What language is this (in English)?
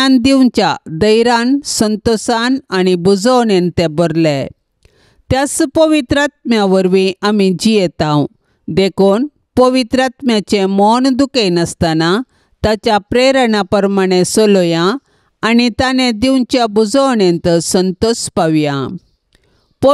Konkani